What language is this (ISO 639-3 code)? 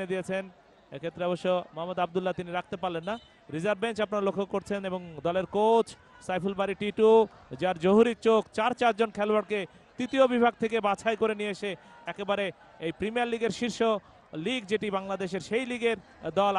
ben